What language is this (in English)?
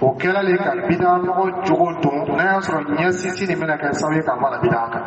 Dyula